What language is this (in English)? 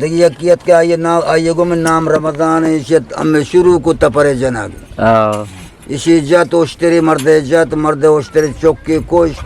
Eastern Balochi